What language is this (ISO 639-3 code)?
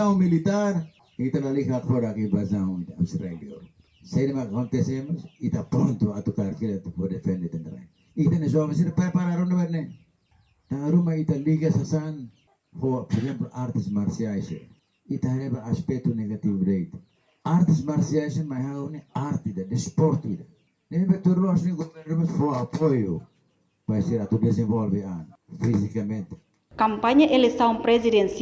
tet